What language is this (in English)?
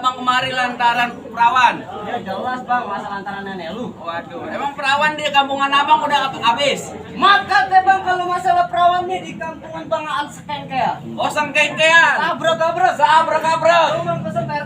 Betawi